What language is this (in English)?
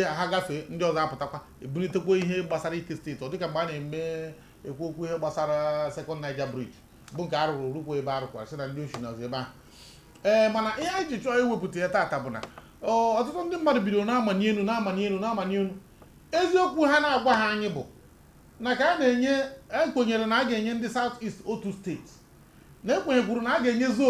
Igbo